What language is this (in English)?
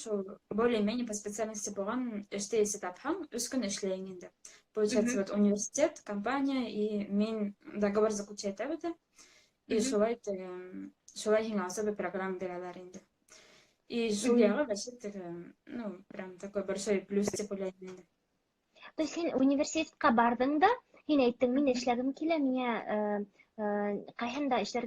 Bashkir